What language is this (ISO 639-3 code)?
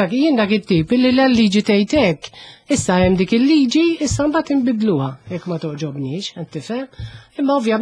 mlt